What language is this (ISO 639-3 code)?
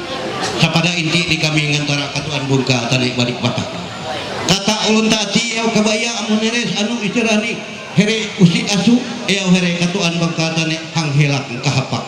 mhy